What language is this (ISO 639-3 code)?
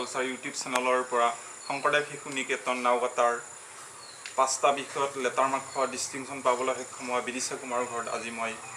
asm